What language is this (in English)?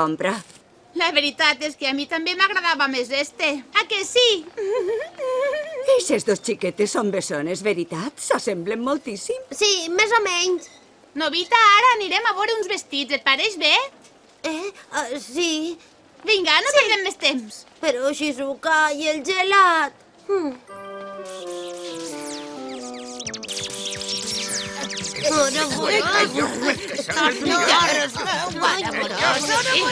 Catalan